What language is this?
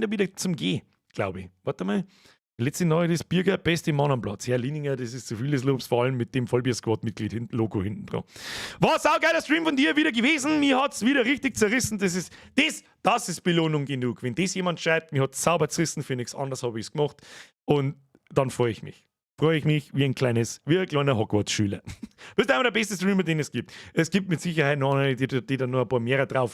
Bavarian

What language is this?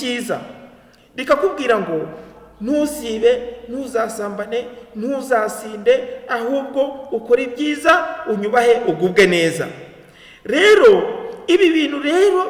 Kinyarwanda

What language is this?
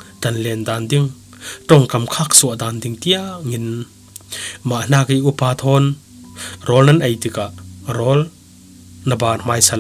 Falam Chin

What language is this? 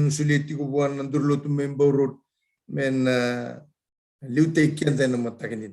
Fijian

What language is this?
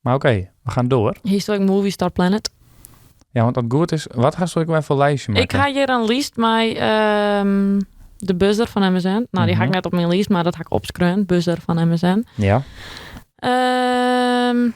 Western Frisian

